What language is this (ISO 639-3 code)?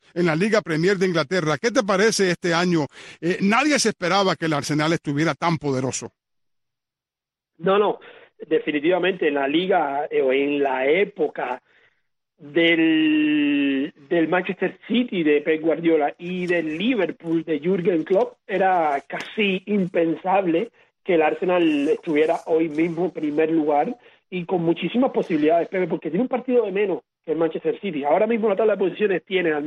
spa